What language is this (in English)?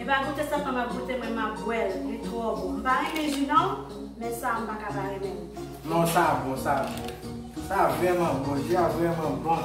Haitian Creole